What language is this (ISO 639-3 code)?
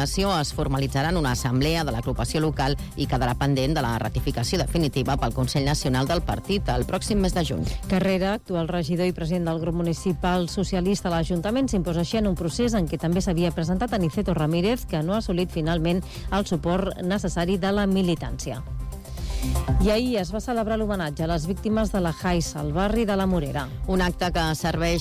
cat